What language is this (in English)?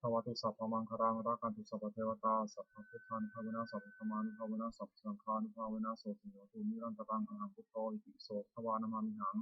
Pali